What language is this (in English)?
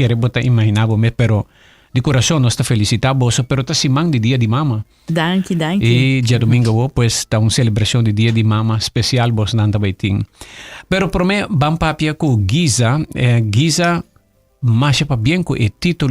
Papiamento